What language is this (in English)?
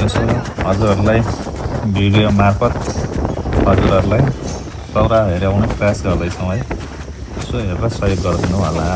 Nepali